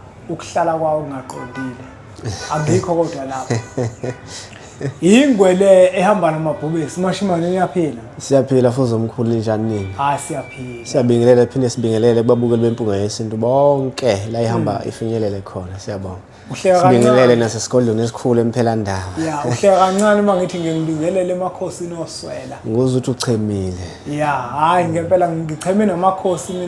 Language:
Zulu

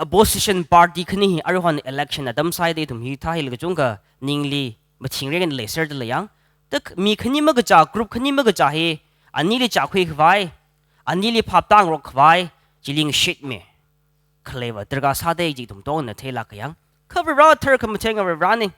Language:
Tangkhul Naga (India)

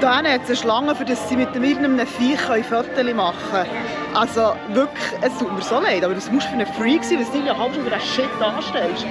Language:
Swiss German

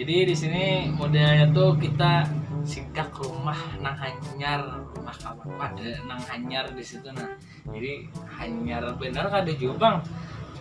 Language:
Banjar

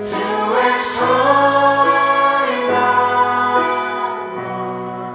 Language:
Faroese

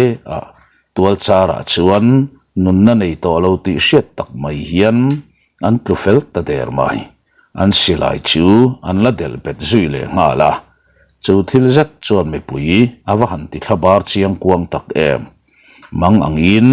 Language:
Mizo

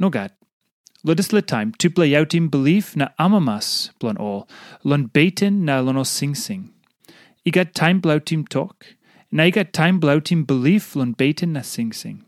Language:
Tok Pisin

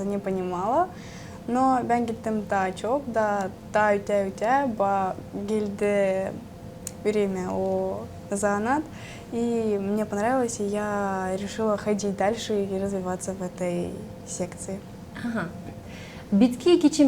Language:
Gagauz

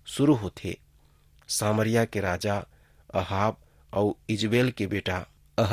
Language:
Chhattisgarhi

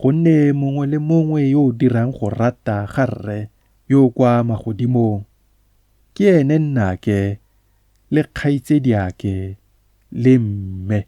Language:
Tswana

